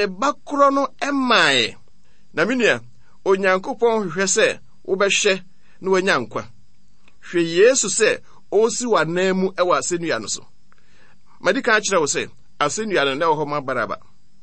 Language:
Akan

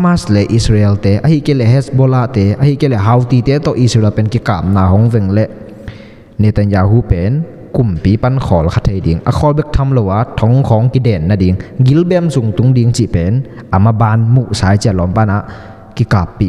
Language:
Tedim Chin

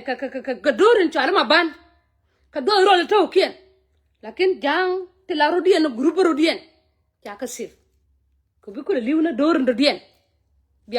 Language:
Nuer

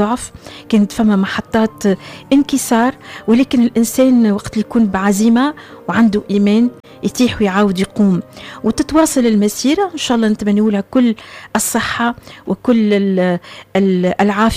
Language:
Tunisian Arabic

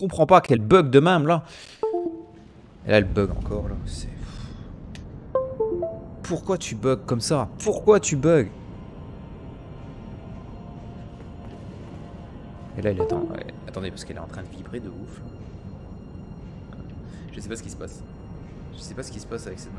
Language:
French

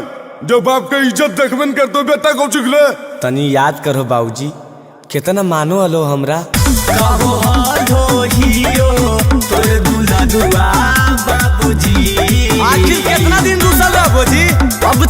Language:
Magahi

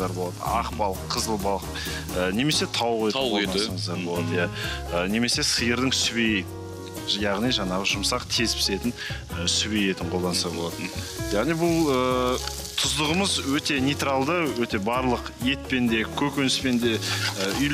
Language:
Kazakh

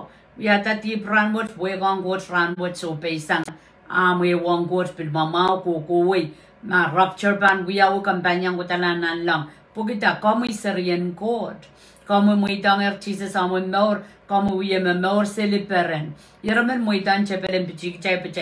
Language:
Pohnpeian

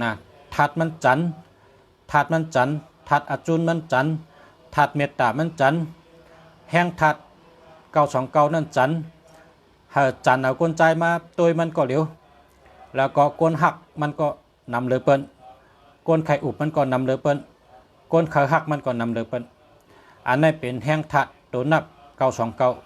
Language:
Shan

